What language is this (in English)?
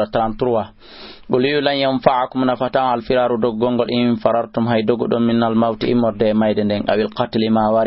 Fula